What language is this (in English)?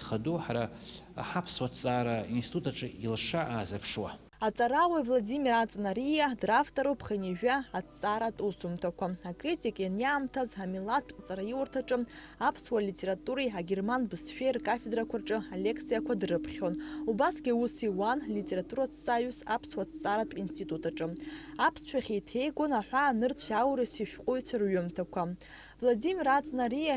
Abkhazian